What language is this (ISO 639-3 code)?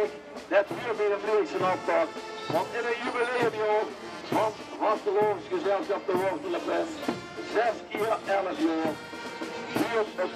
lim